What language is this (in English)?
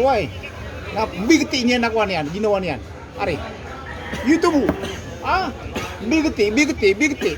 Maranao